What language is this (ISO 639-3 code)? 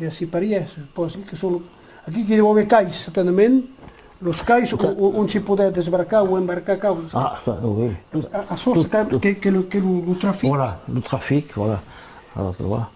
oci